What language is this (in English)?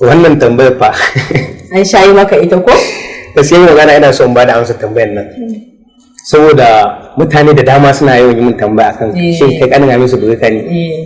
Hausa